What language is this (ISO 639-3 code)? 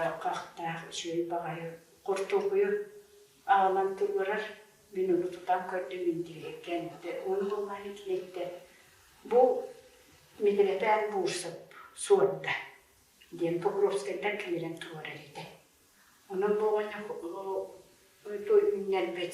sah